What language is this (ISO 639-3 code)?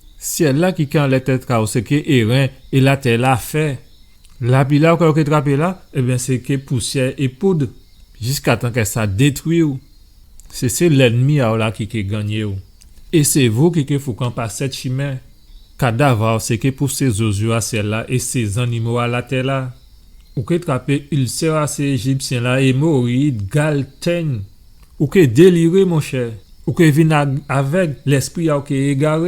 gcf